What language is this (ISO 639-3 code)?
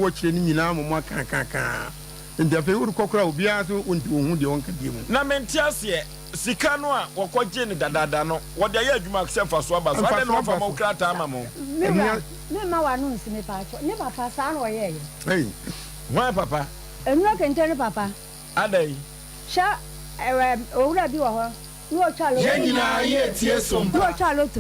aka